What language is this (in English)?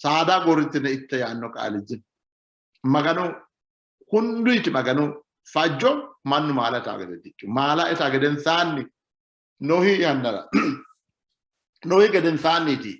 Sidamo